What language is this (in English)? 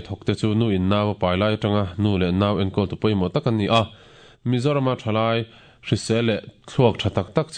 Mizo